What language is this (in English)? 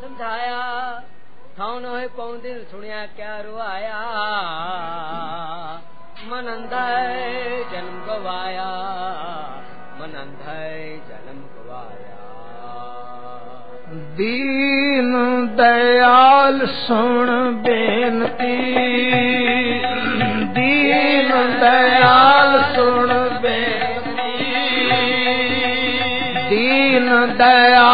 Punjabi